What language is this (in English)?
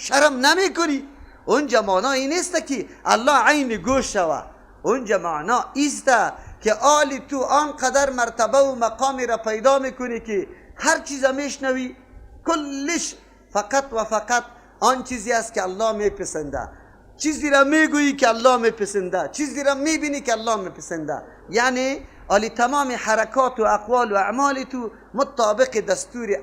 Persian